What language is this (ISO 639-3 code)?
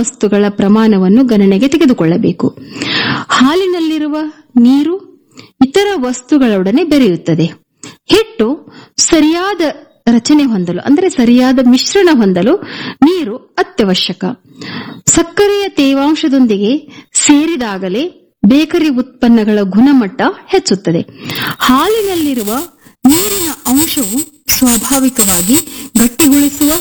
kan